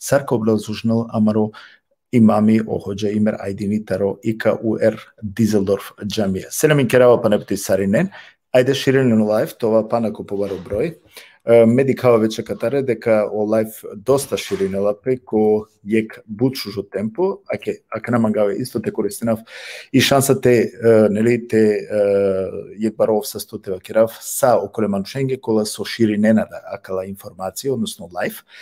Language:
Balkan Romani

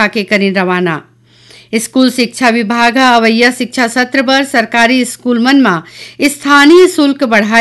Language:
Chhattisgarhi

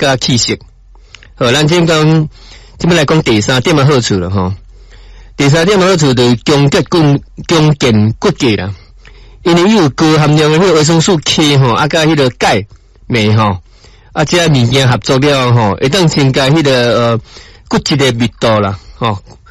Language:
Min Nan Chinese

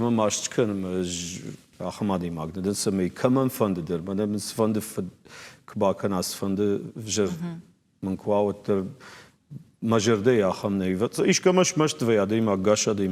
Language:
Ossetic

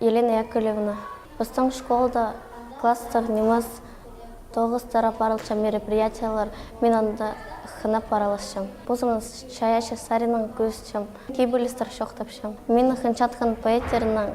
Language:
Khakas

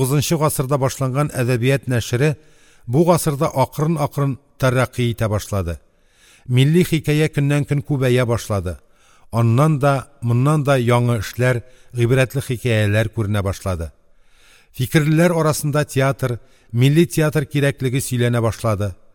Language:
Tatar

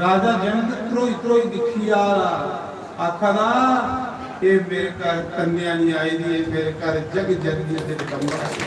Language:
Dogri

